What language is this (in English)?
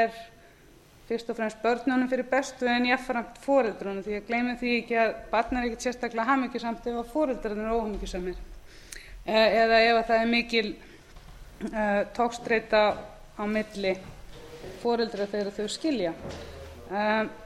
Icelandic